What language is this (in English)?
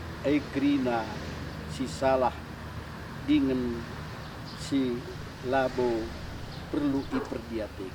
Batak Karo